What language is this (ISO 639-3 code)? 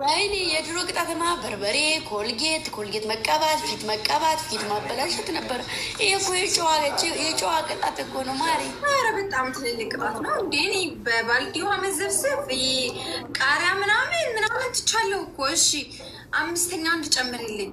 amh